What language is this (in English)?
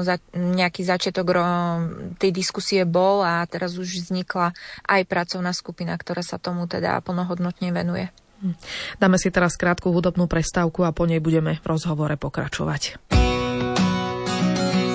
Slovak